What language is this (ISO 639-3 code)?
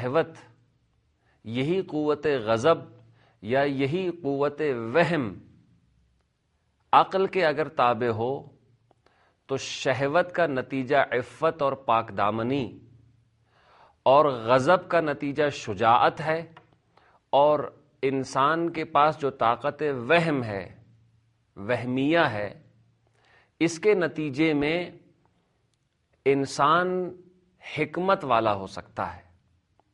urd